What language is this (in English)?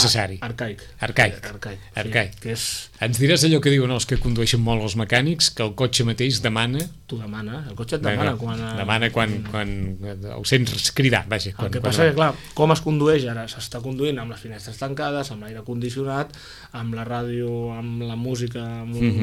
Catalan